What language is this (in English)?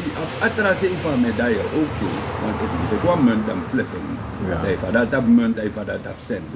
Sranan Tongo